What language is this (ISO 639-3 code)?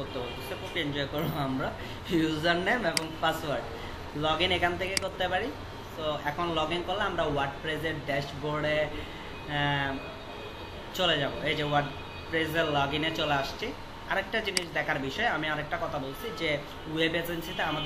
ben